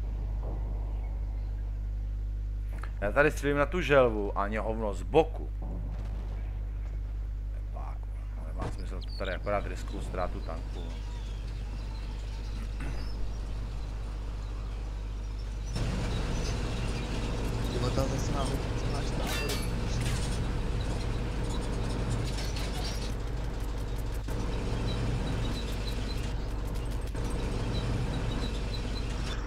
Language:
Czech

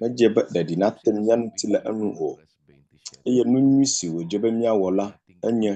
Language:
Ewe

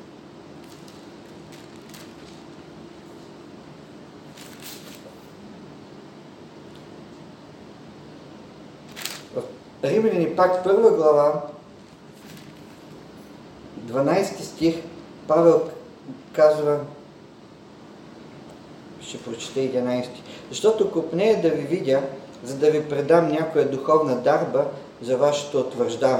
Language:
Bulgarian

